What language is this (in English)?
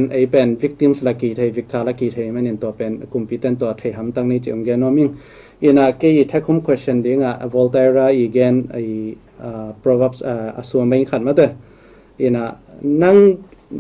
Tedim Chin